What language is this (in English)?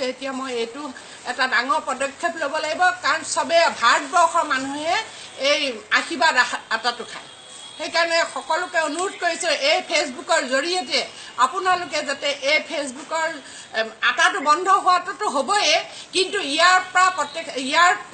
Assamese